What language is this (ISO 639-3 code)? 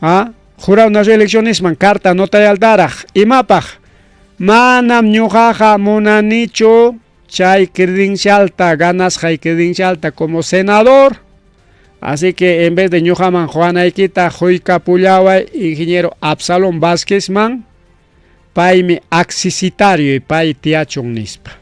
quy